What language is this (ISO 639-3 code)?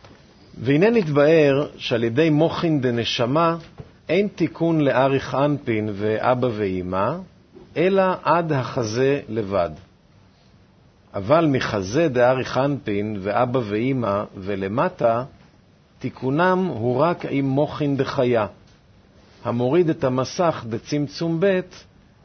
heb